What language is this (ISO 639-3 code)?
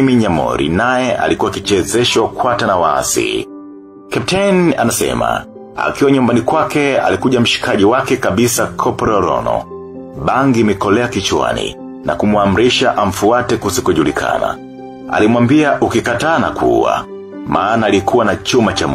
swa